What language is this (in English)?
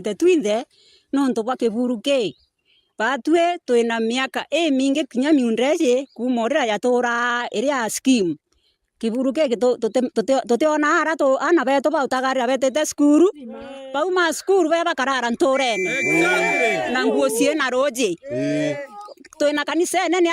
Meru